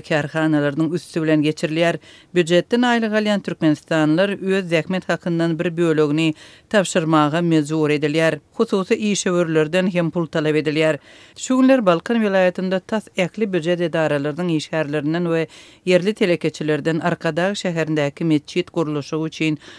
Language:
Turkmen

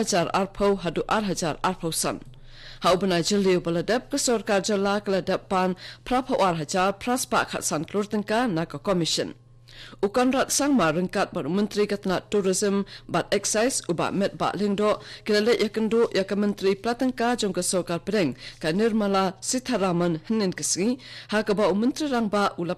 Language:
Khasi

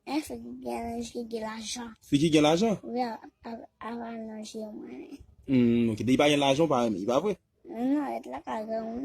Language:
Haitian Creole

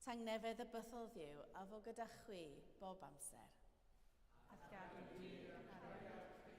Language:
Welsh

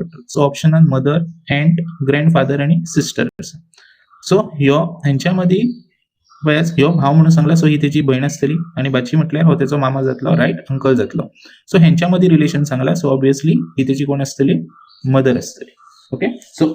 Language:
Konkani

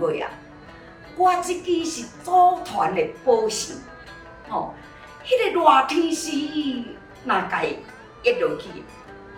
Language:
Min Nan Chinese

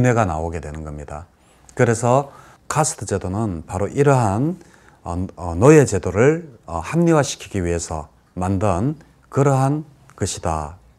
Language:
Korean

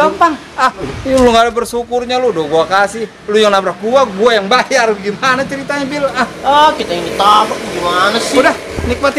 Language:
Betawi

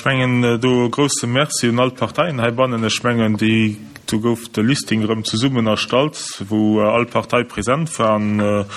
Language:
Luxembourgish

